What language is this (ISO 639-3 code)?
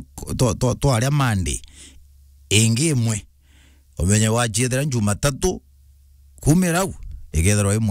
mer